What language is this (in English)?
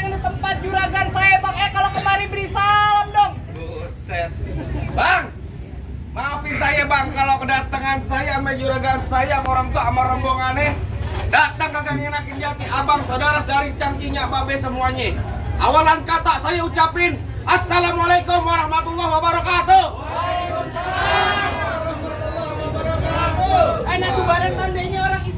Betawi